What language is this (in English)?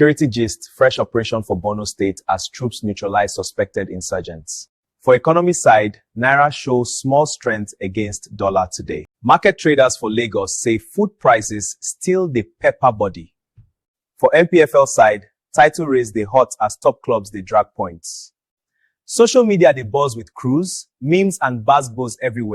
Nigerian Pidgin